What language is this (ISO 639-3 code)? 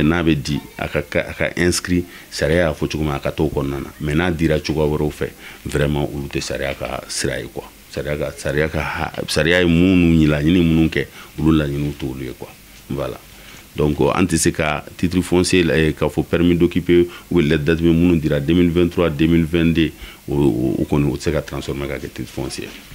bam